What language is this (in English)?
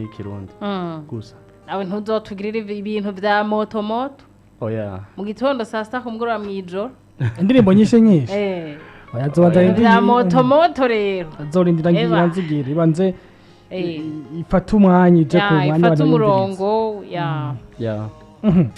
Rundi